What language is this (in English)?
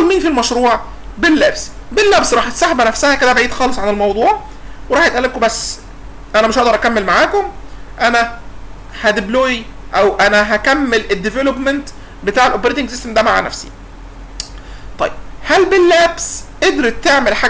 Egyptian Arabic